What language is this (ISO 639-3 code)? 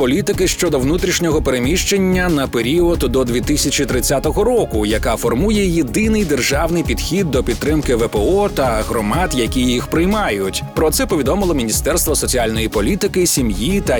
ukr